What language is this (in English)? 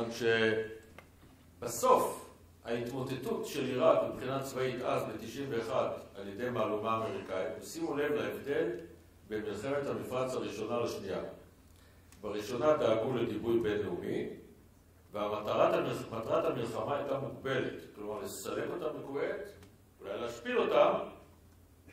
Hebrew